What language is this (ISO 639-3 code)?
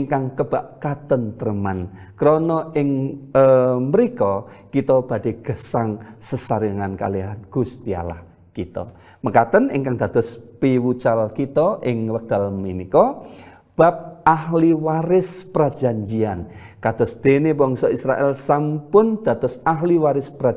jav